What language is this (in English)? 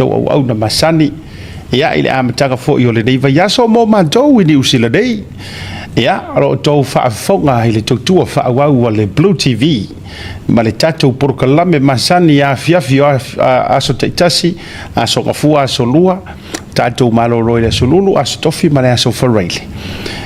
Samoan